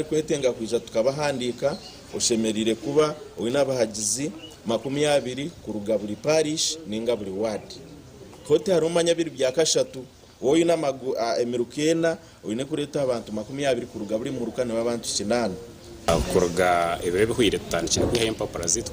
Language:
Nyankole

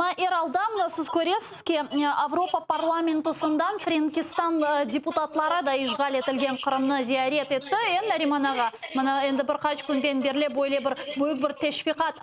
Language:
Crimean Tatar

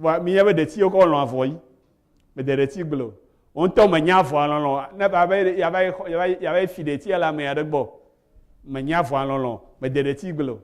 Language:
Ewe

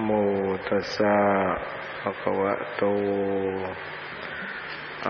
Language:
Thai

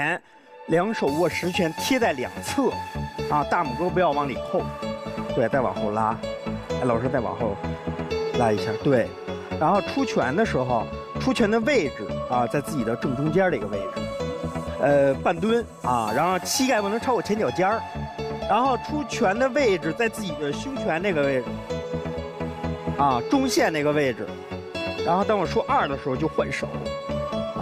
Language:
Chinese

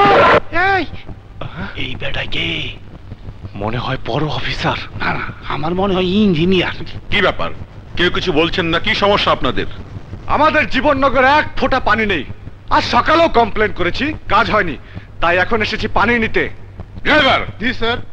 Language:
Bangla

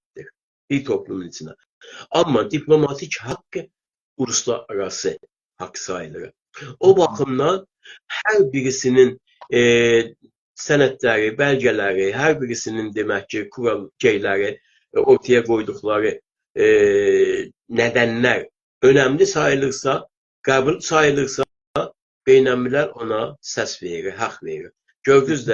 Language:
South Azerbaijani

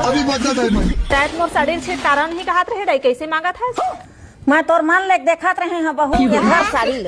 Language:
Chhattisgarhi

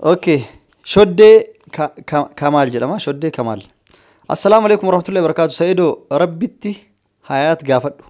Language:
Oromo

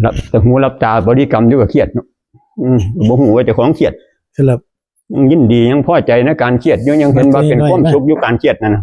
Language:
Northeastern Thai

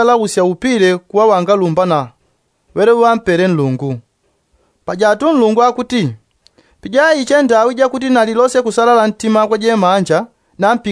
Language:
Yao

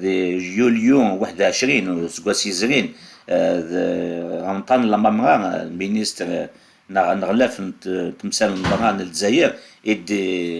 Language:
Kabyle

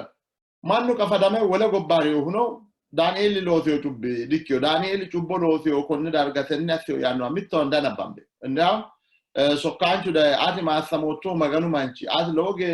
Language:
Sidamo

